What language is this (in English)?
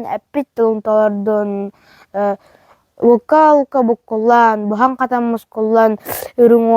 Yakut